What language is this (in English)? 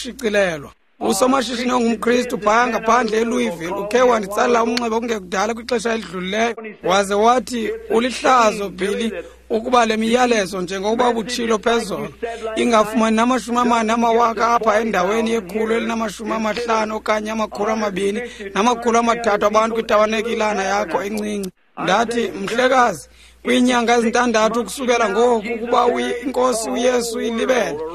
Xhosa